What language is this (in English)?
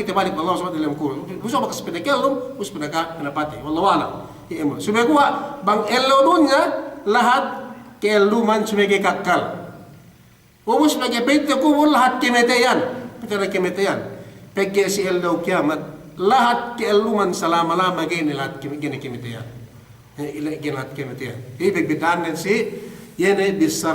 Yakan